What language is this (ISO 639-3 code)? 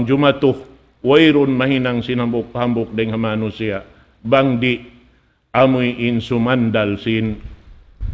tsg